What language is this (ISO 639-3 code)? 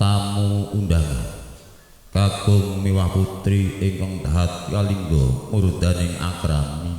jav